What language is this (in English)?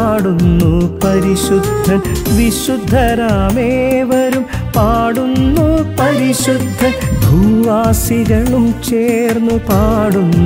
Malayalam